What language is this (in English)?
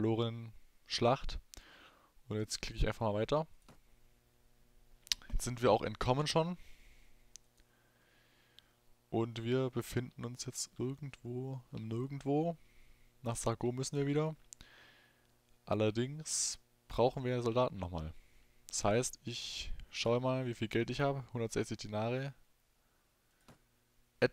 German